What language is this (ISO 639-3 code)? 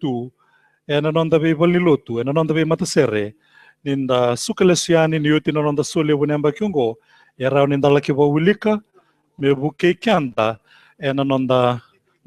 fij